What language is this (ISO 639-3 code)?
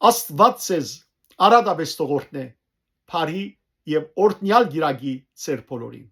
hyw